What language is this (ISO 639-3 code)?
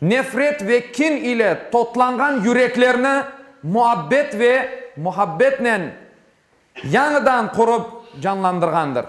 crh